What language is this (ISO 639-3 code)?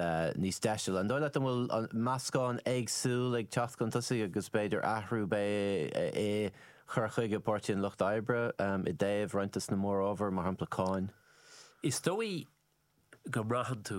gle